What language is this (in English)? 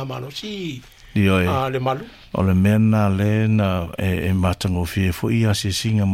Samoan